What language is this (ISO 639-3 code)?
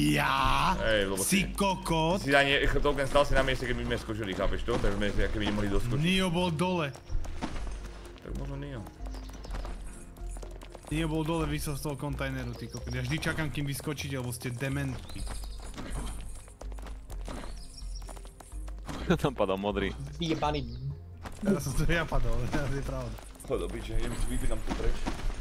slk